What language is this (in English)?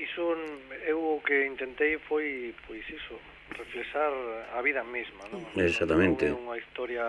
Galician